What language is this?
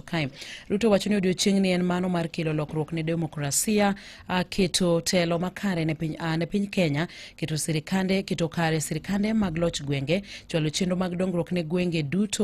Luo (Kenya and Tanzania)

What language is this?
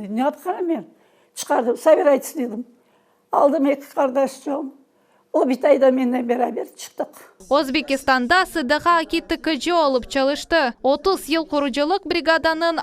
Crimean Tatar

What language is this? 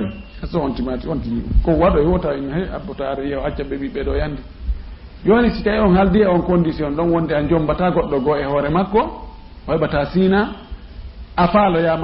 Fula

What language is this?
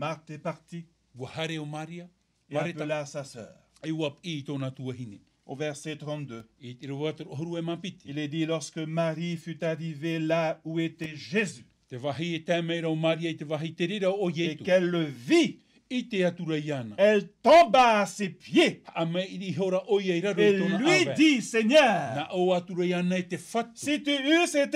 Tahitian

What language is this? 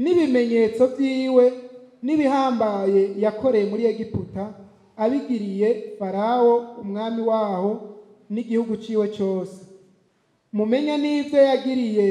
Rundi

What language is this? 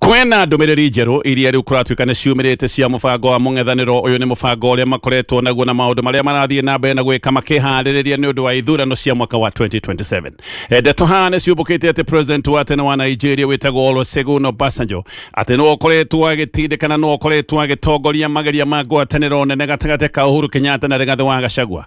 Kikuyu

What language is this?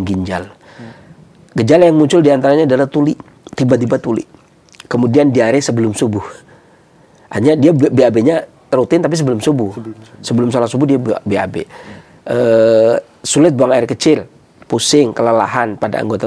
Indonesian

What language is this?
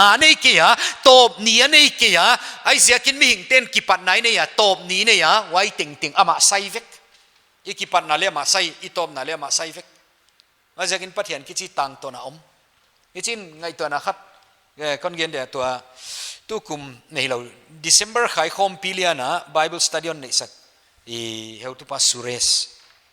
Paite Chin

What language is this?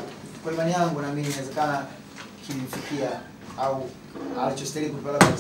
Swahili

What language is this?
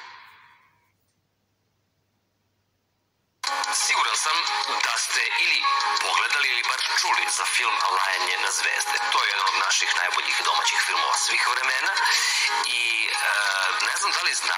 Serbian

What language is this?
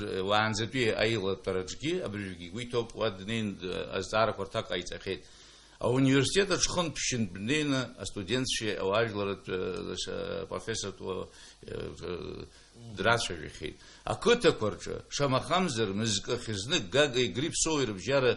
Abkhazian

